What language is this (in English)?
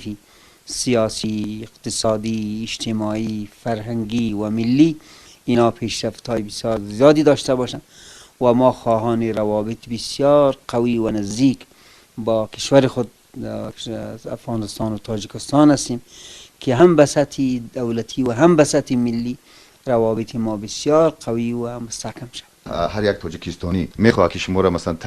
Persian